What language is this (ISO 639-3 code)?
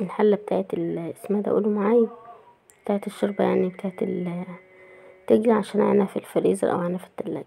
arz